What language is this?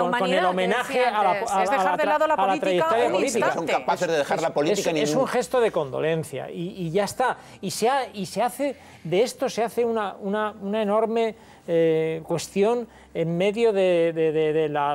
Spanish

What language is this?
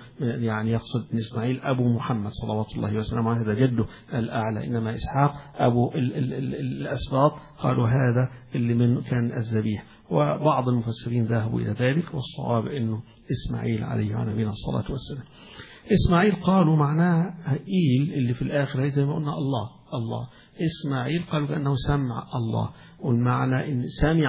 Arabic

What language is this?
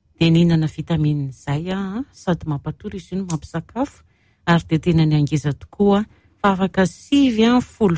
Malagasy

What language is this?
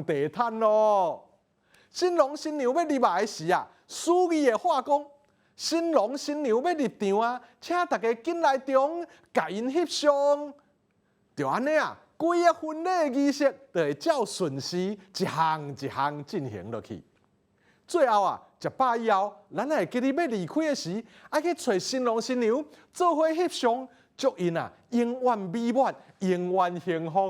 Min Nan Chinese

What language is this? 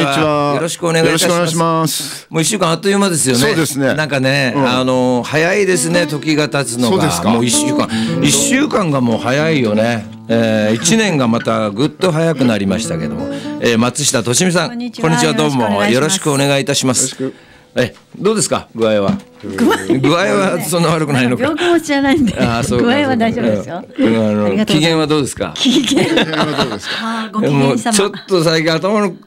Japanese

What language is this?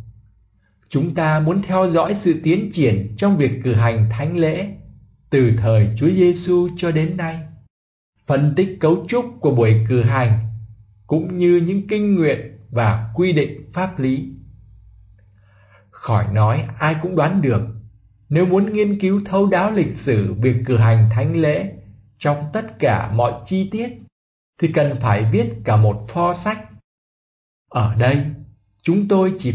Vietnamese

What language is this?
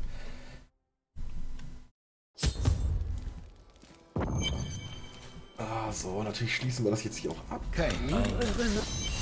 German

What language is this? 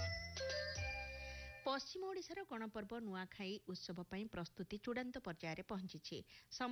Odia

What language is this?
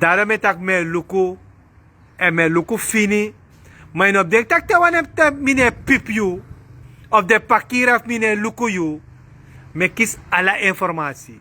Sranan Tongo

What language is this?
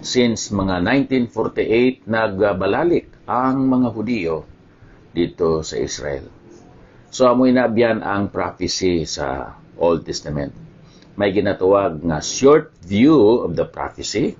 Hiligaynon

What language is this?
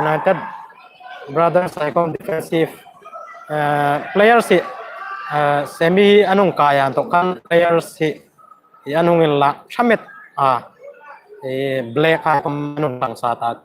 Hmar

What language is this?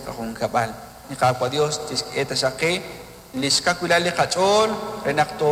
Kekchí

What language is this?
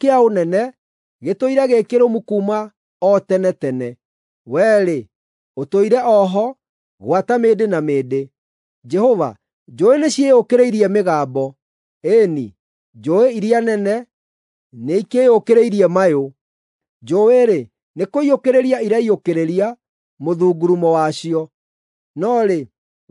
Kikuyu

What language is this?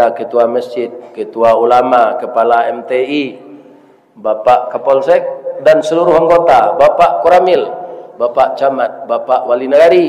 Minangkabau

